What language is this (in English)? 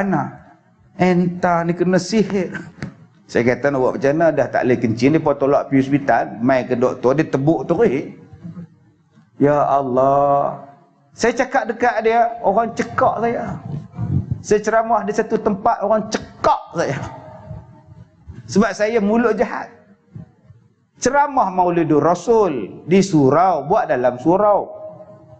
Malay